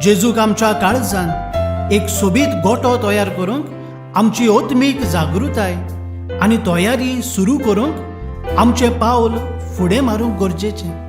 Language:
Konkani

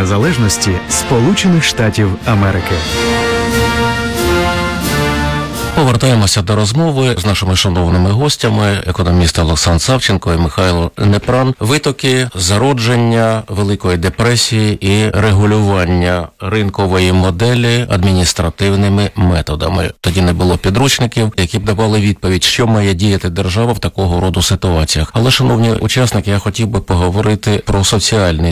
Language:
Ukrainian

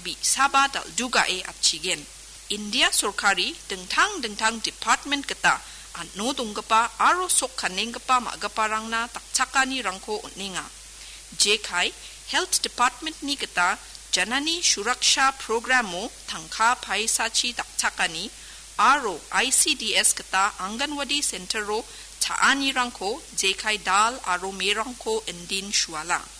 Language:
Garo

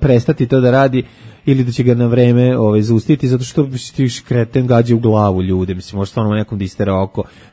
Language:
Serbian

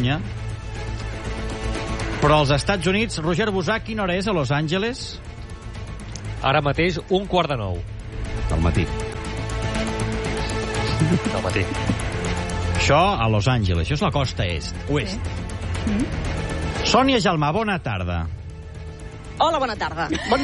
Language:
Catalan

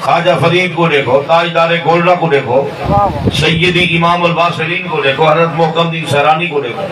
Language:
Saraiki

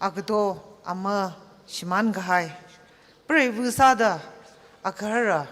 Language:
Tangkhul Naga (India)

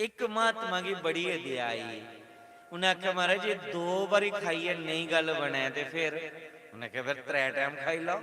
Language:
Dogri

